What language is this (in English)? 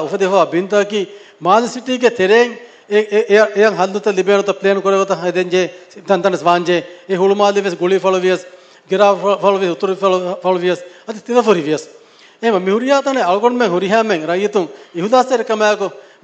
Divehi